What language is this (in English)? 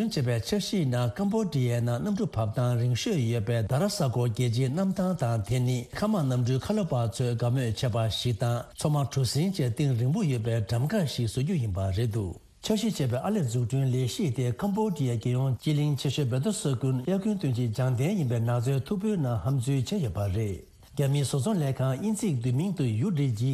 Tibetan